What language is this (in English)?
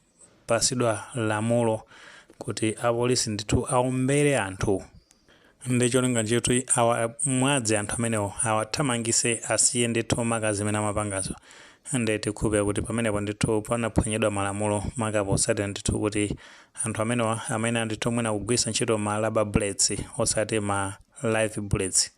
Nyanja